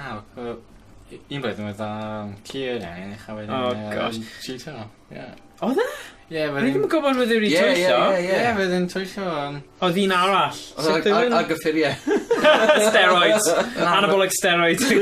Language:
Welsh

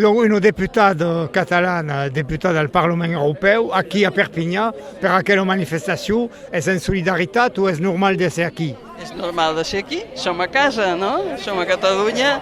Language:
Occitan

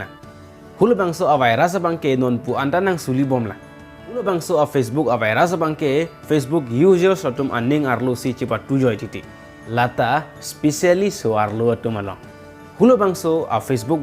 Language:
Karbi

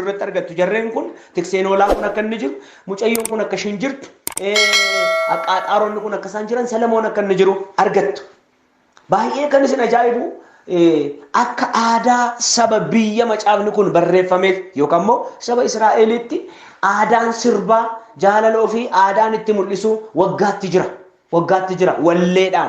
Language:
Oromo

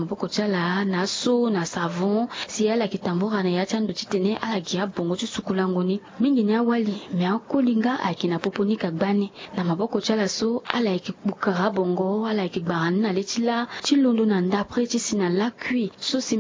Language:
Sango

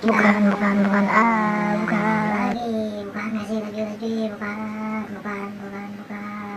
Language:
Banjar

